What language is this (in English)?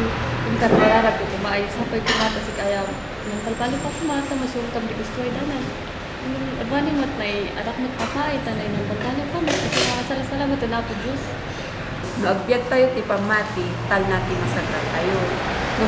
Kankanaey